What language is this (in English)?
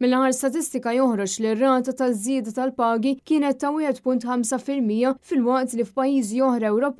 Maltese